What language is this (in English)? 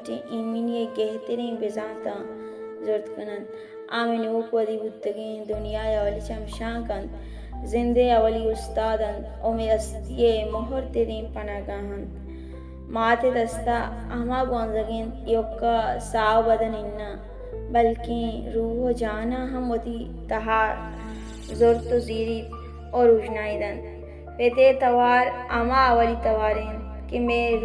Baluchi